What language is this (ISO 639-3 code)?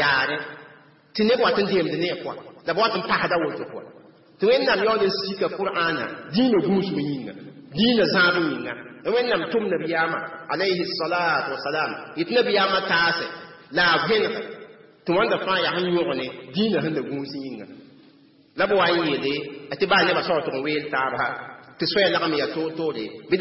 mos